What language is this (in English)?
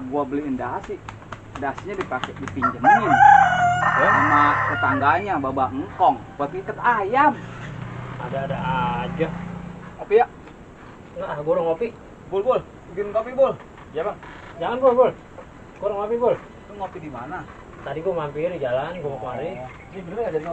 Betawi